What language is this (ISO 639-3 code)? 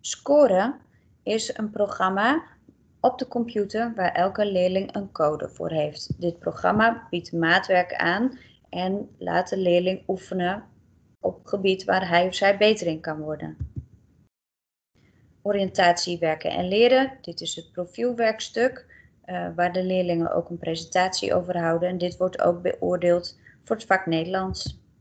nld